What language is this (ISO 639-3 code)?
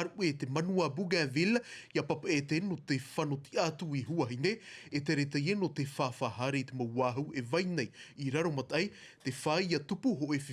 tah